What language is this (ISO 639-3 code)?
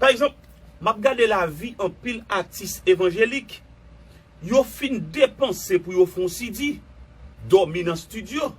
hat